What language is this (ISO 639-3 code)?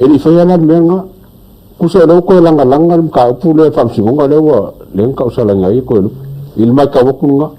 smo